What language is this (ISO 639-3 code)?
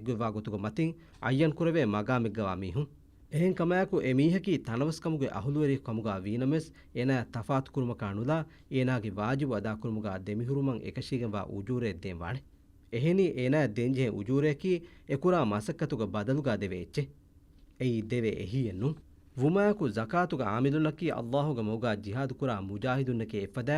div